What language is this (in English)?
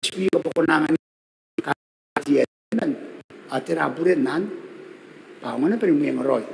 Gilbertese